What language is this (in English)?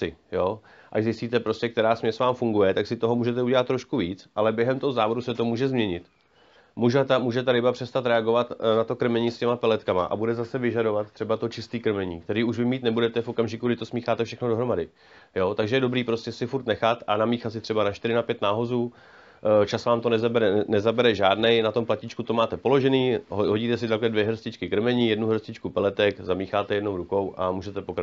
Czech